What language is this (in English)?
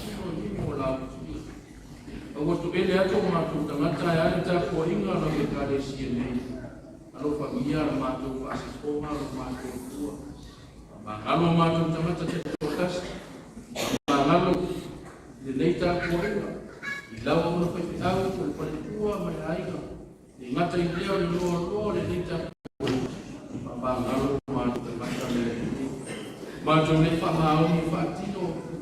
Samoan